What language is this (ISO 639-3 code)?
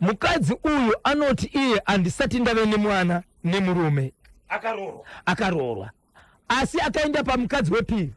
sna